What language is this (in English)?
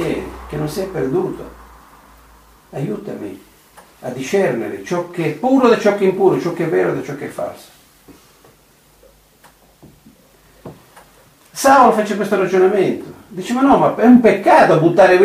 Italian